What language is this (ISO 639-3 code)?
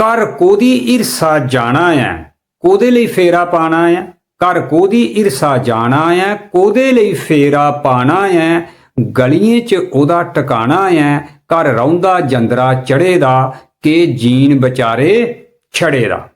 doi